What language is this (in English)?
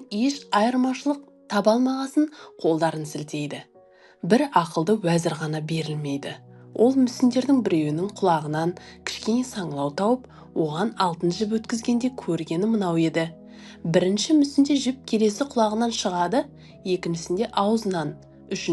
Kazakh